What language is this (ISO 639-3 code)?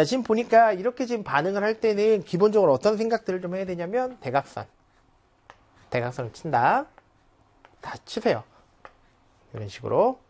kor